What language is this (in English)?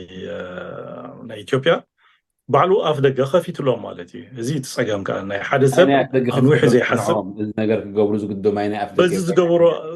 Tigrinya